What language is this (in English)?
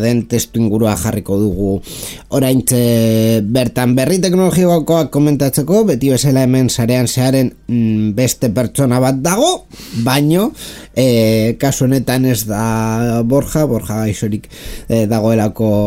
Basque